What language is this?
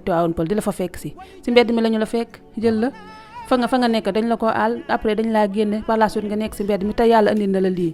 Wolof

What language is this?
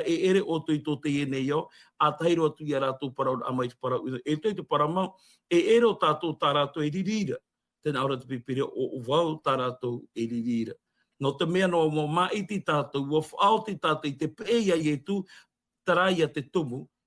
Tahitian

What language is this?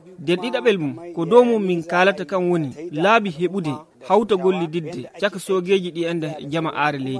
Fula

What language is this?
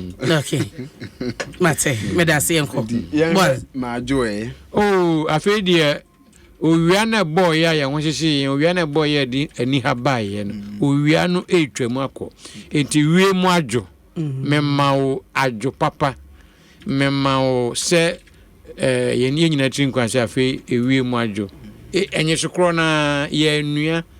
Akan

